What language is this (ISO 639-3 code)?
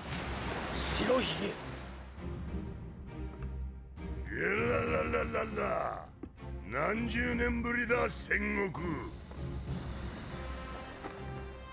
jpn